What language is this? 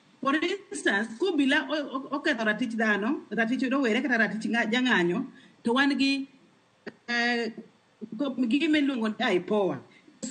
Luo (Kenya and Tanzania)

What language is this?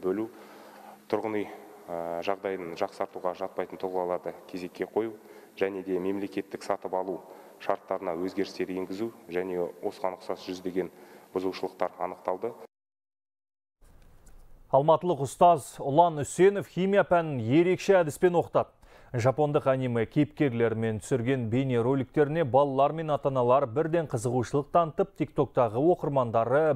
Kazakh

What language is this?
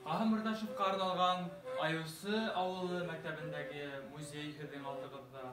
Bashkir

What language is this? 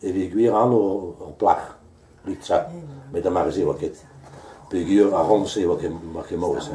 Breton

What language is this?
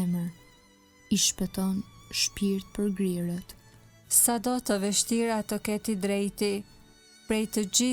Albanian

